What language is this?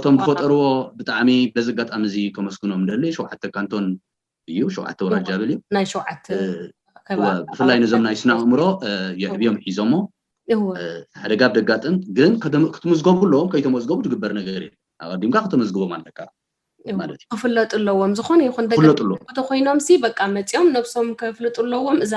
Tigrinya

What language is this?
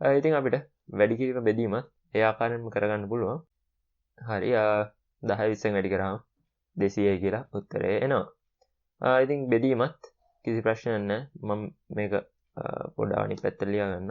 Sinhala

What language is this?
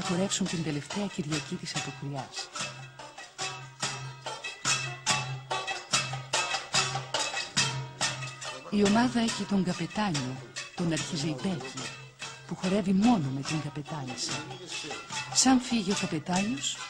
Greek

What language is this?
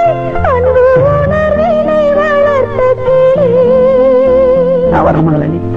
Tamil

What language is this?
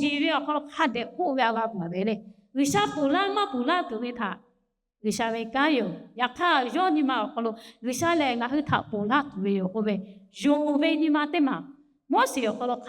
Lahu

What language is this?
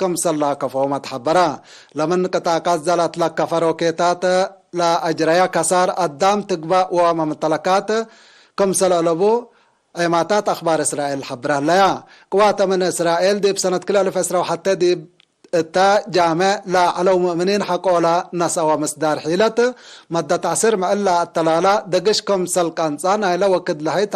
Tigre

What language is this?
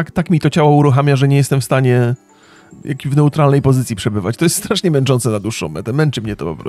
Polish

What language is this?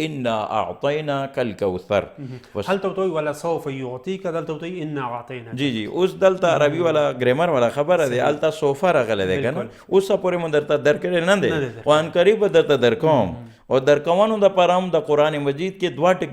Pashto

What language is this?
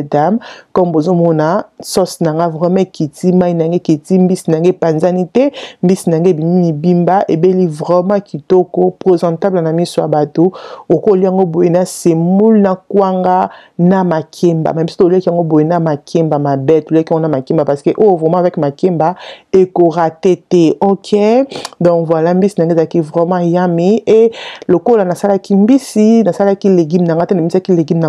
Lingala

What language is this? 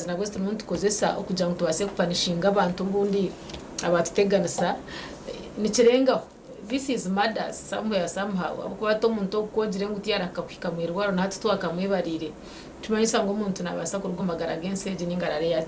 Nyankole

